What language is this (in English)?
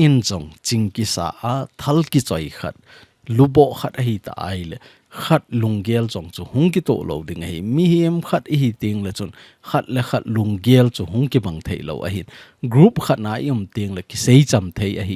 Thado Chin